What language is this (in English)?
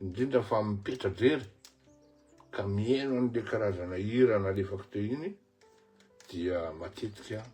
Malagasy